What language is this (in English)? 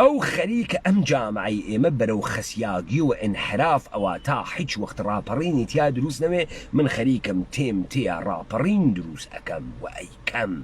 Central Kurdish